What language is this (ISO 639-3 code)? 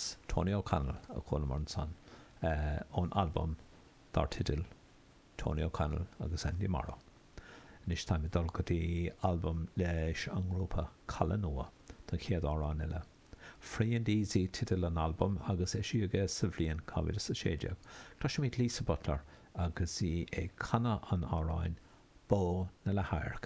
gle